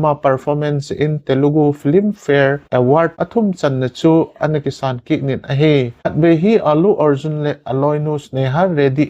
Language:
Thado Chin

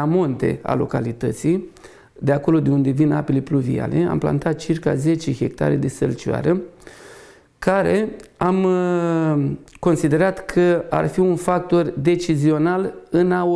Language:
Romanian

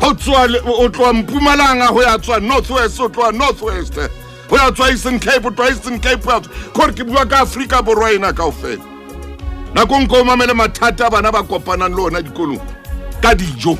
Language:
Southern Sotho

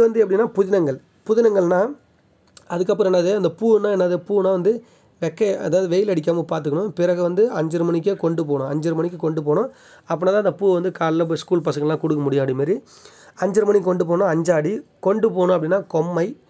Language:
Tamil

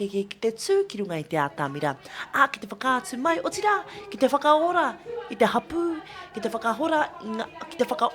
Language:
Māori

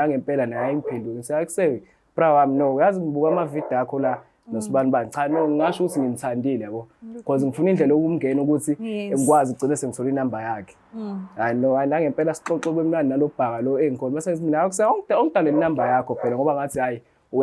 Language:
Zulu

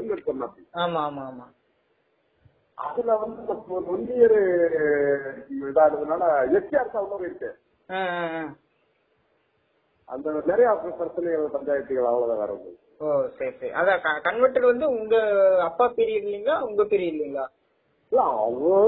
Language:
Tamil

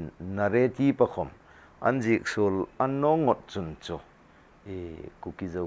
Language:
Hmar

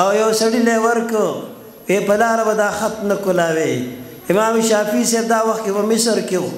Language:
Pashto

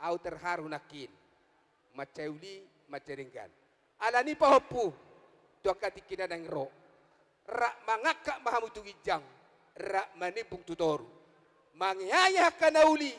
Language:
Batak Toba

